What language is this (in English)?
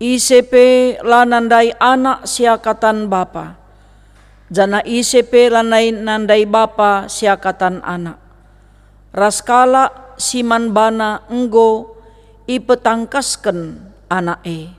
Batak Karo